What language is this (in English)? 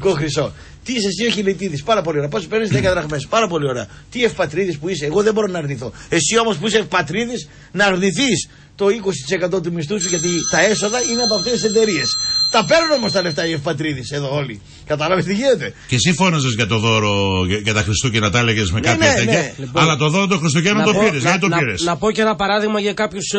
Greek